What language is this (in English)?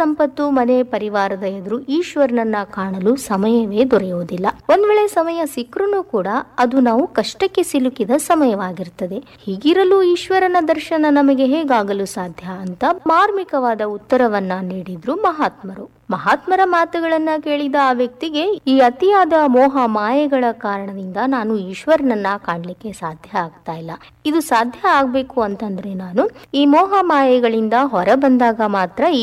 Kannada